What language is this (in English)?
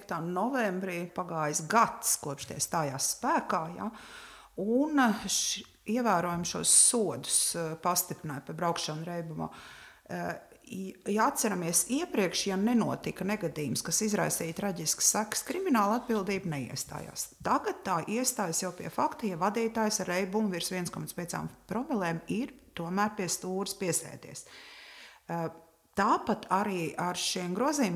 Latvian